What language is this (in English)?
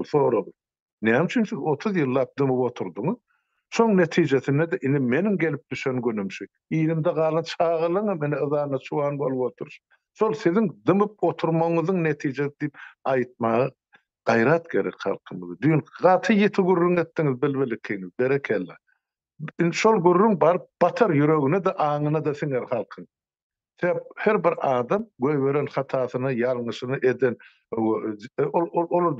Turkmen